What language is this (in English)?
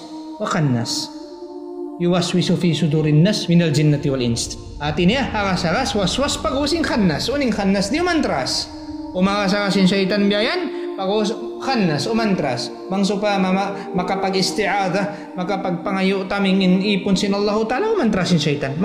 Tausug